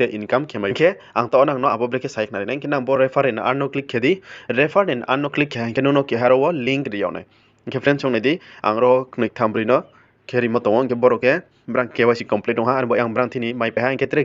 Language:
Riang (India)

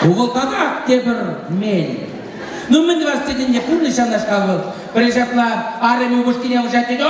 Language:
Chuvash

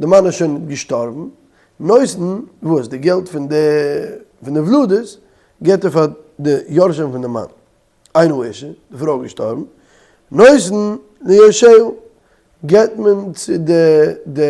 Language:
Yiddish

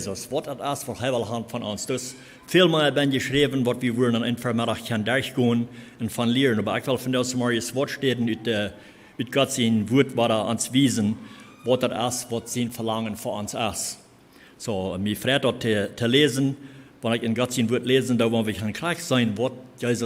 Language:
Plautdietsch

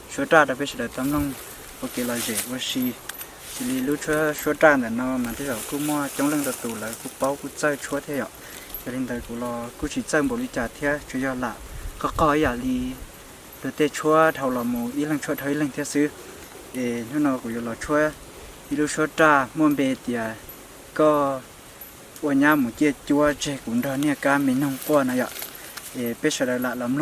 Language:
Hmong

